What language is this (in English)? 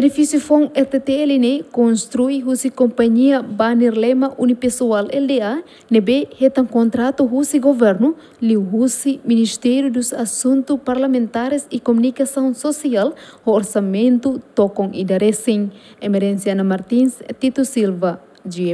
Tetum